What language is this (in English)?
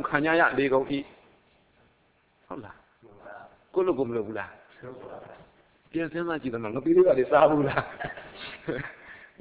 Burmese